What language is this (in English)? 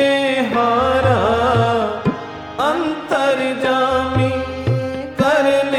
Punjabi